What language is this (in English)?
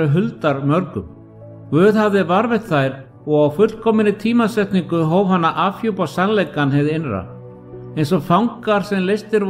Icelandic